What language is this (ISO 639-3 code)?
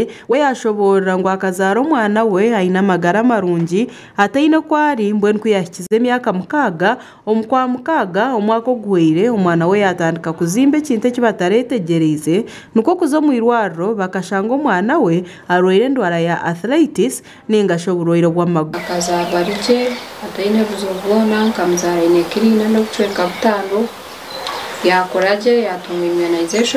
nyn